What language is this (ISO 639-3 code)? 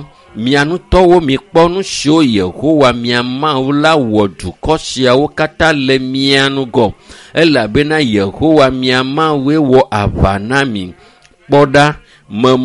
ewe